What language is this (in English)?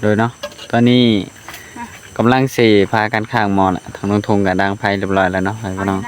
Northeastern Thai